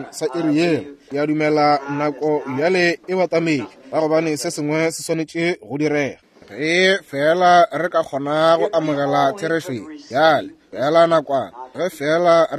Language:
Northern Sotho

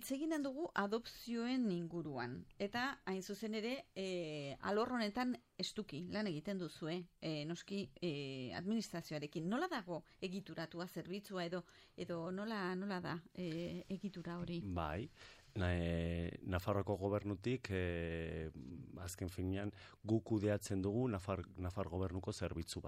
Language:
Basque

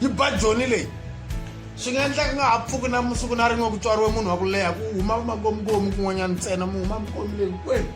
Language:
Tsonga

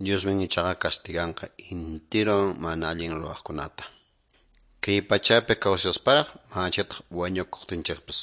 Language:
Quechua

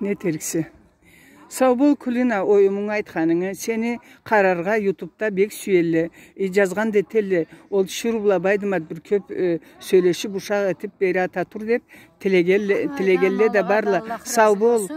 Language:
Karachay-Balkar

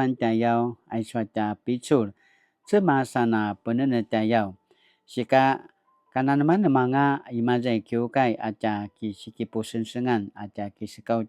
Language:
Paiwan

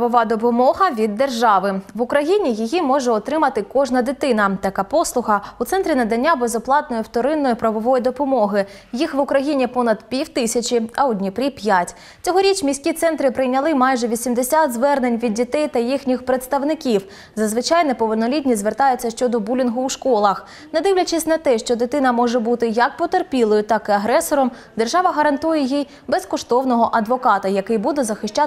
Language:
Ukrainian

